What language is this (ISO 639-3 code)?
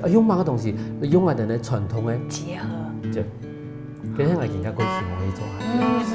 hak